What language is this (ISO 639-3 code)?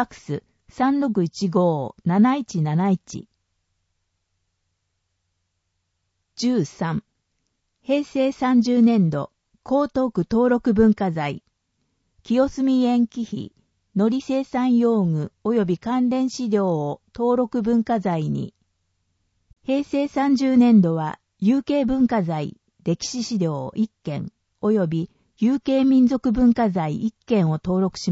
jpn